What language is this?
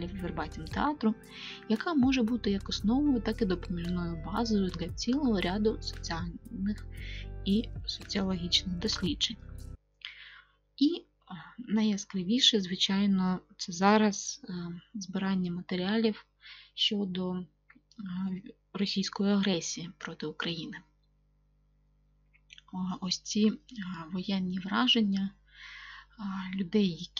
Ukrainian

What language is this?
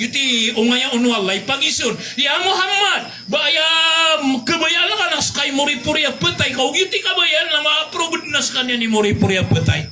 Maranao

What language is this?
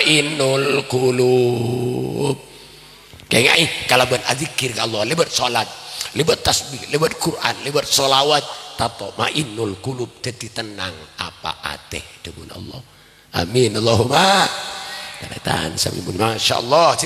Madurese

